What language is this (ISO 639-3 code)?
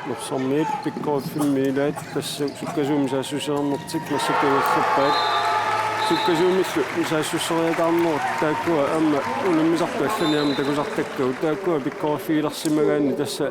kal